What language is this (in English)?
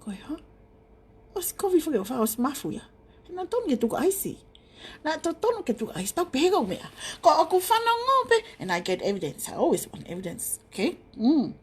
Tongan